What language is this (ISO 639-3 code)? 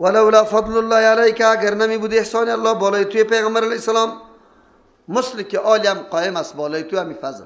fas